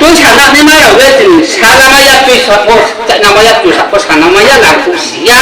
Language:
Riang (India)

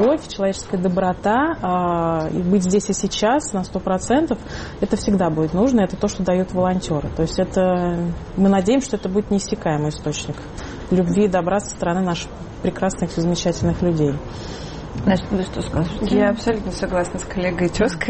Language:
Russian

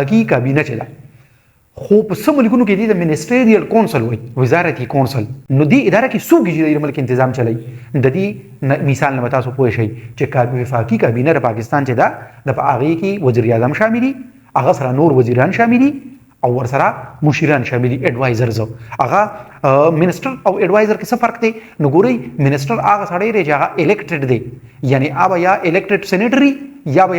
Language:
Pashto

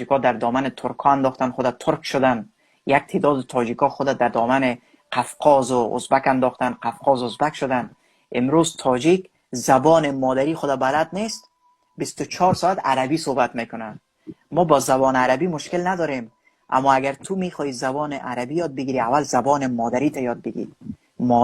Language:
Persian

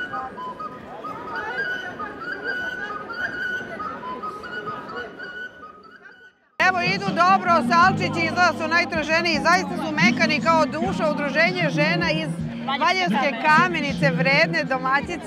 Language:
Serbian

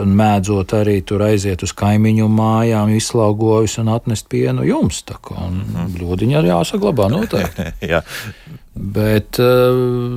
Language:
Latvian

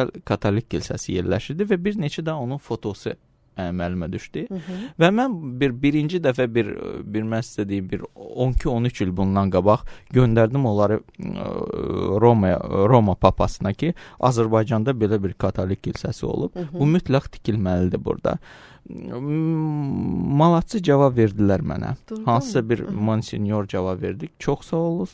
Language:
Azerbaijani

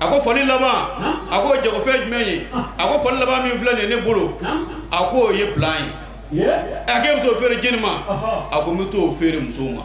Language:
Bambara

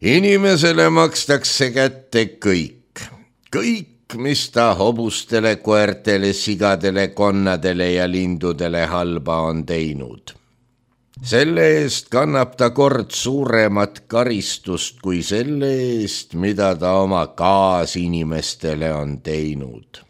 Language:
Estonian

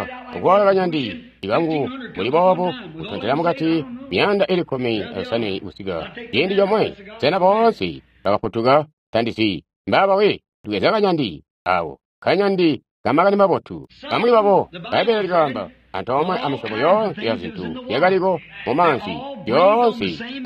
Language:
Tonga (Zambia)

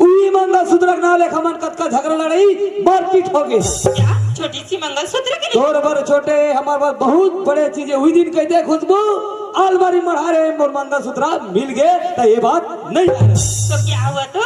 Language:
Chhattisgarhi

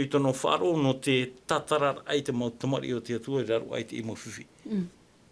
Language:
Tahitian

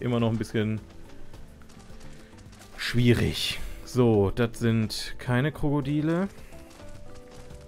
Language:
German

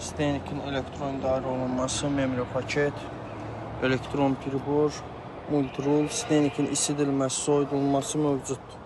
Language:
Azerbaijani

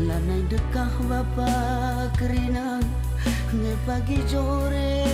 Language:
Batak Karo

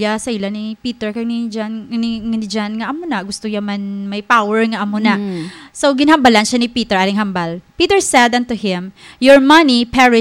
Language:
Hiligaynon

